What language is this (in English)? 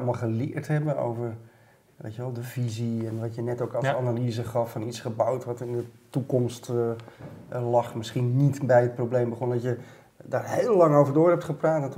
Dutch